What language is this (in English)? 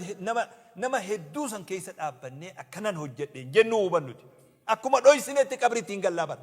Oromo